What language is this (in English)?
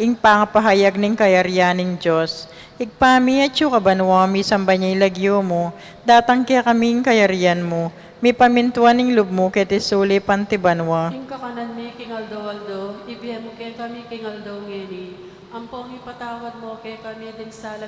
Pampanga